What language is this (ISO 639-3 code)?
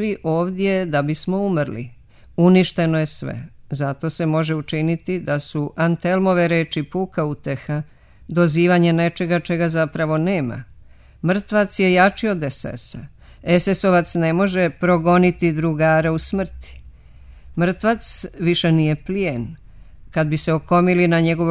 srp